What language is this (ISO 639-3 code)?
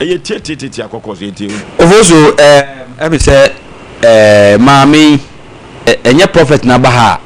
aka